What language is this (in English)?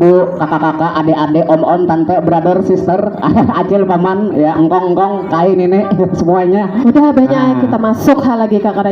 Banjar